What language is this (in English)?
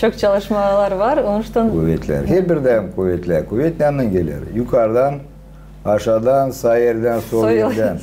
Gagauz